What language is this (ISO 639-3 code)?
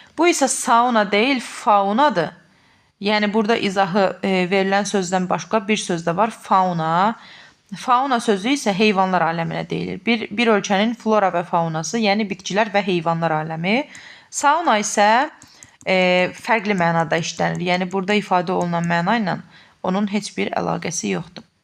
aze